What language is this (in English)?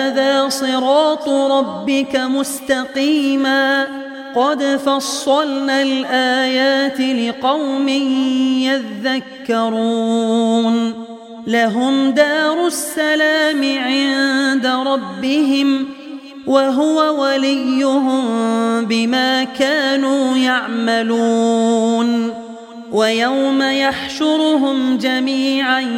Arabic